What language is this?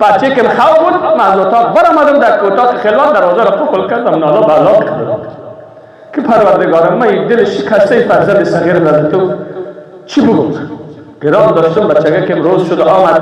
Persian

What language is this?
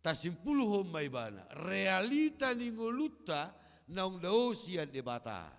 Batak Toba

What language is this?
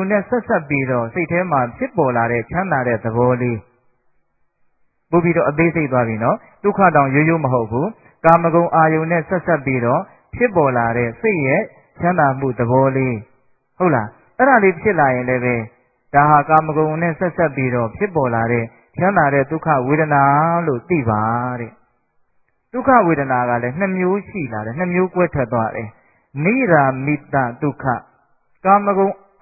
Burmese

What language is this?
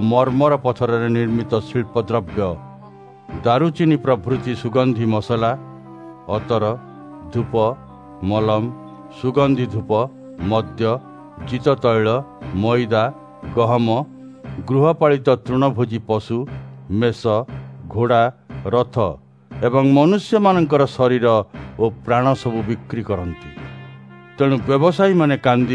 Odia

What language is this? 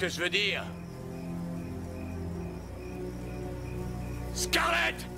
French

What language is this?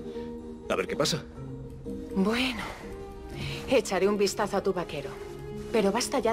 Spanish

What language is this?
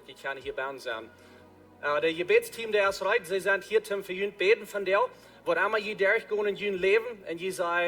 Plautdietsch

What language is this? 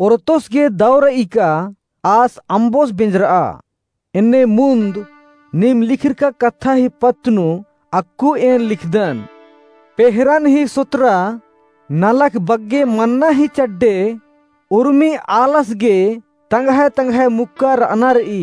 Kurukh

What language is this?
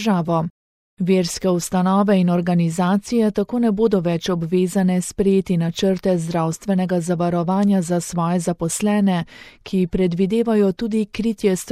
Slovenian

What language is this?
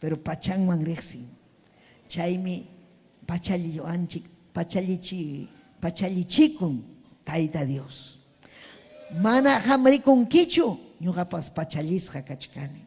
Ayacucho Quechua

